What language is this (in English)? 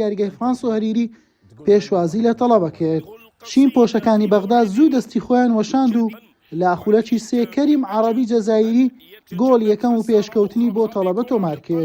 Central Kurdish